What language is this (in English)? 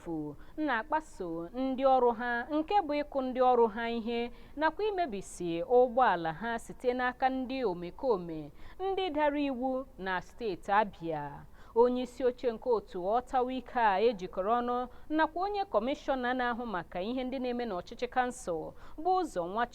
Igbo